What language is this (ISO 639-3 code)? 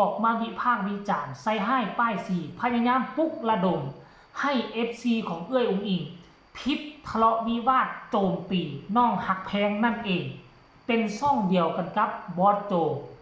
lao